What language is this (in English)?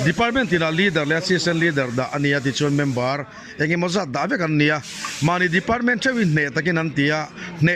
Mizo